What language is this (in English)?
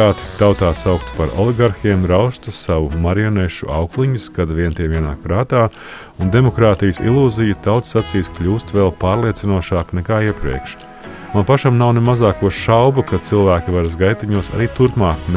Latvian